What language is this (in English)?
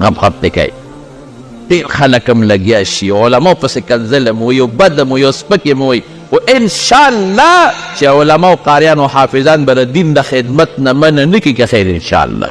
Pashto